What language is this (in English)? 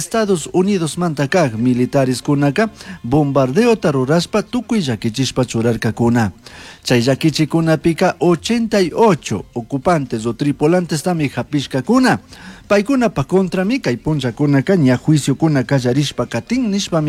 Chimborazo Highland Quichua